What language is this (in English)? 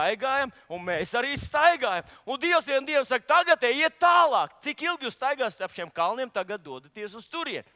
Latvian